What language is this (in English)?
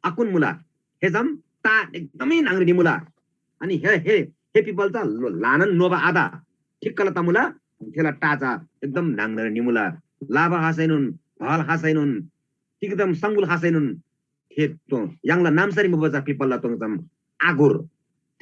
Eastern Tamang